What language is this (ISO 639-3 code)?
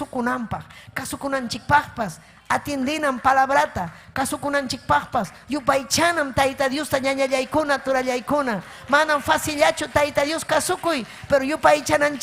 quy